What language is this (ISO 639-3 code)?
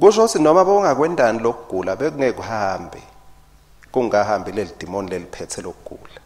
ssw